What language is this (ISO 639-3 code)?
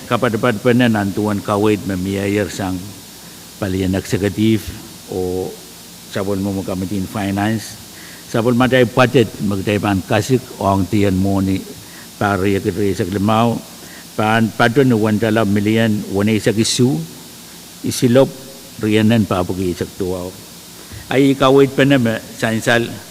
pon